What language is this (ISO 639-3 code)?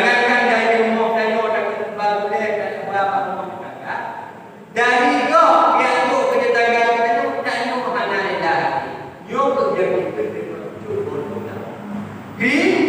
ace